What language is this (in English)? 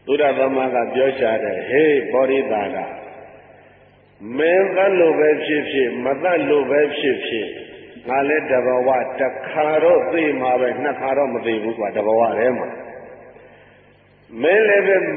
Burmese